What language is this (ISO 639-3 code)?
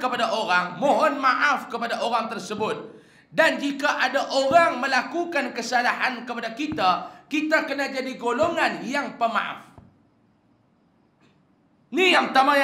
msa